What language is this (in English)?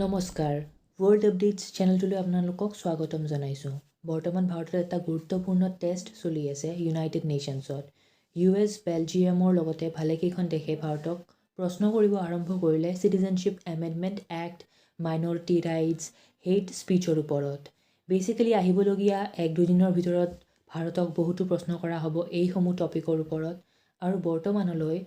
Assamese